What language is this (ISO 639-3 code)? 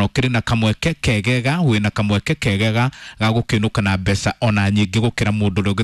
kik